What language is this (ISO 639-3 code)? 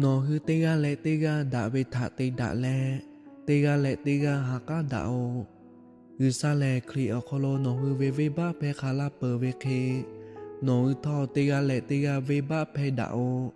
lhu